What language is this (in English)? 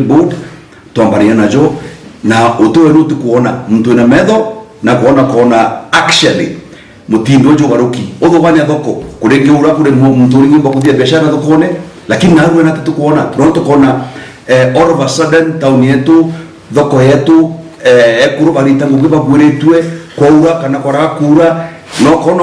Meru